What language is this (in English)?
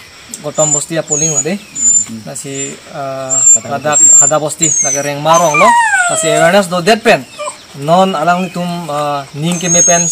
Karbi